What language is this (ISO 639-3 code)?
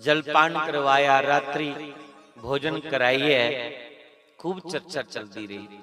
doi